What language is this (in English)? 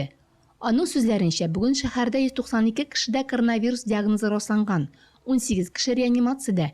Tatar